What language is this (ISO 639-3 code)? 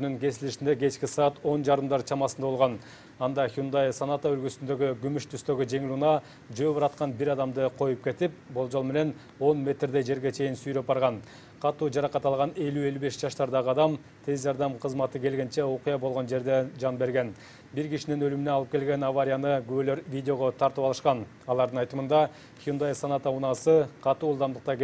kir